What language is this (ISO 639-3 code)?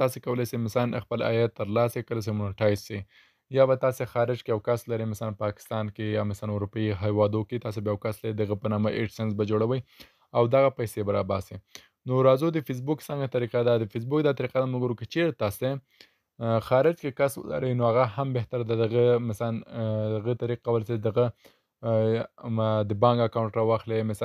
pus